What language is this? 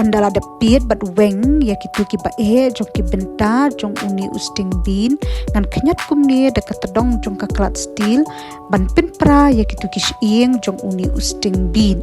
Khasi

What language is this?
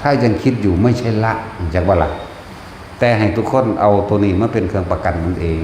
Northeastern Thai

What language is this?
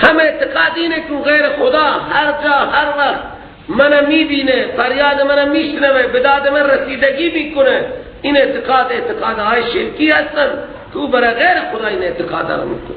Persian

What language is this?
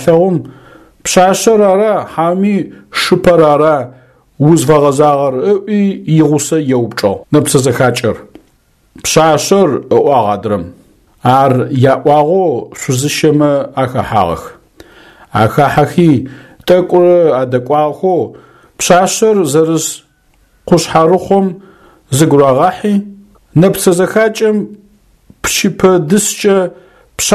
Adyghe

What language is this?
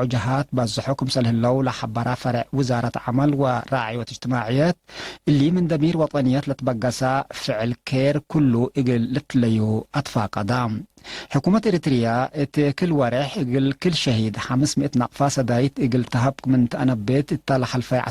Tigre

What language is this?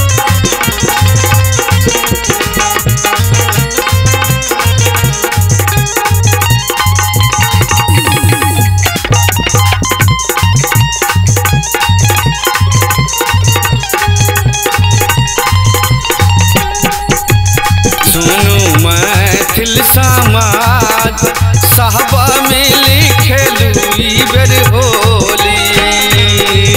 Bhojpuri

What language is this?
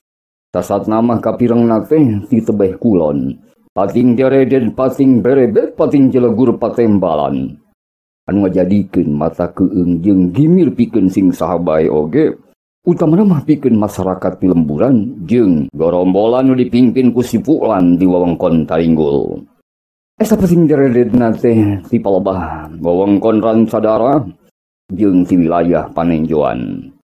Sundanese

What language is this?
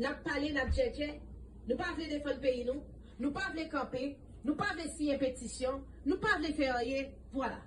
Haitian Creole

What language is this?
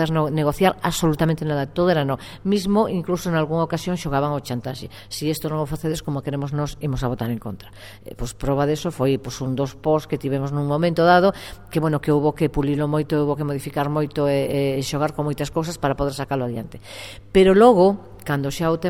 Galician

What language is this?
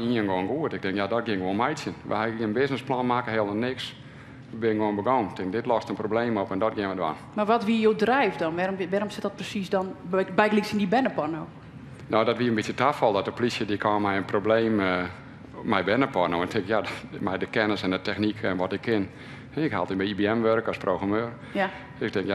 Western Frisian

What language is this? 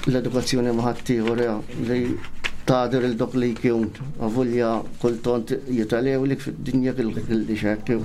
Maltese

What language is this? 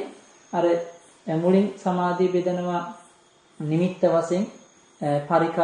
Sinhala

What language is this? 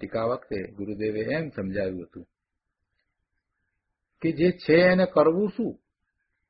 Gujarati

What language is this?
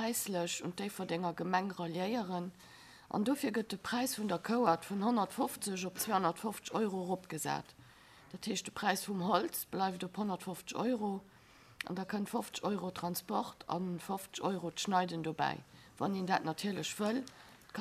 Luxembourgish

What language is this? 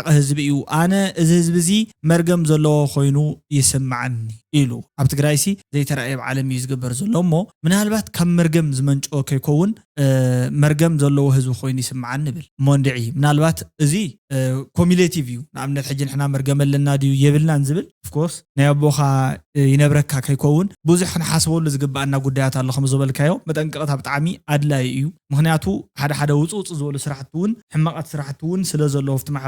Tigrinya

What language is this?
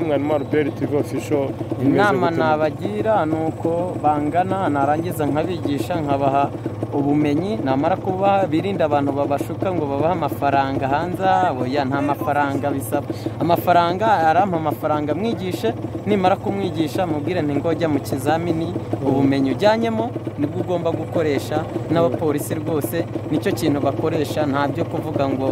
Kinyarwanda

